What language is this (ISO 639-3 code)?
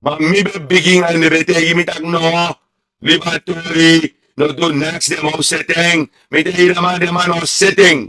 srn